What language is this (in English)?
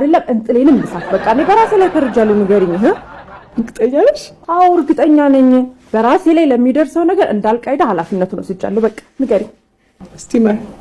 Amharic